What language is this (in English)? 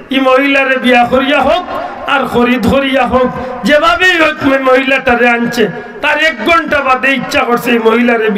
Sylheti